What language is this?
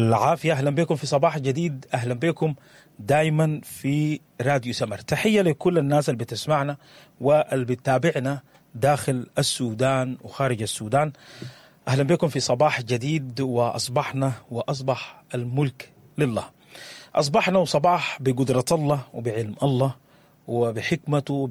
Sudanese Arabic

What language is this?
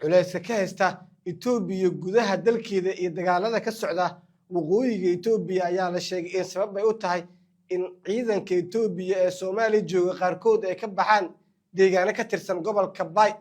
Somali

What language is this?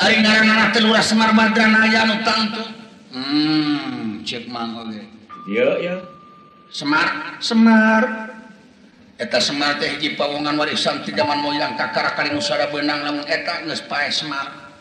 Sundanese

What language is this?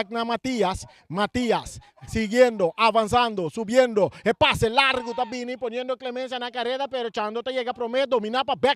Papiamento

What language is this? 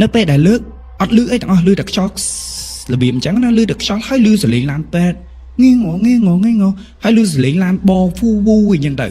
Khmer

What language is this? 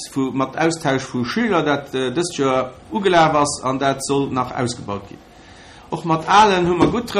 Luxembourgish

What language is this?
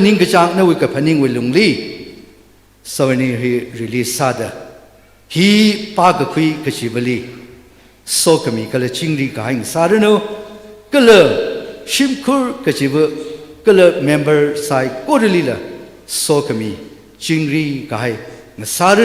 Tangkhul Naga (India)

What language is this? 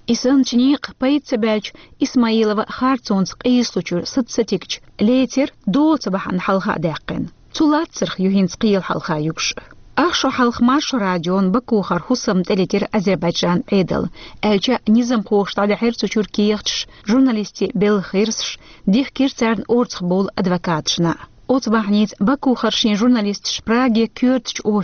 Chechen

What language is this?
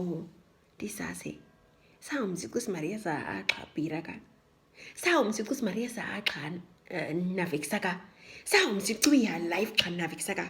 Nama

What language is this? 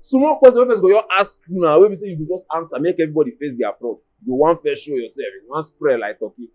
Nigerian Pidgin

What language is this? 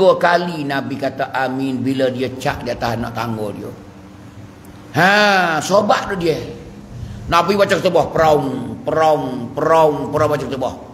Pattani Malay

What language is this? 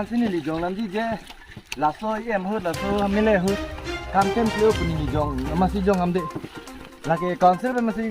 Karbi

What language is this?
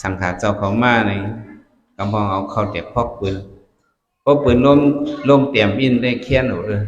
Shan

